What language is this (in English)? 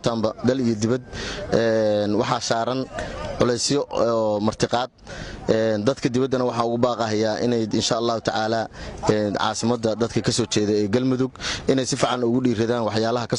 Somali